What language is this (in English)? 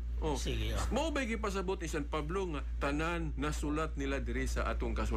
Cebuano